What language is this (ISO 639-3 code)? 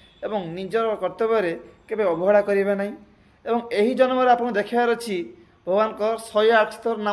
ori